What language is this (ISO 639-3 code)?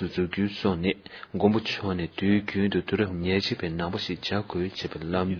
bod